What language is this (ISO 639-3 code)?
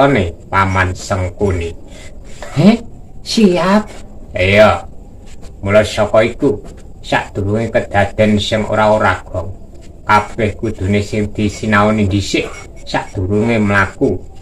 jav